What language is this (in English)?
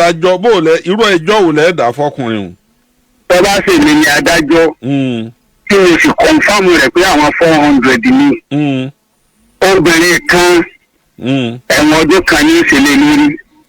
Yoruba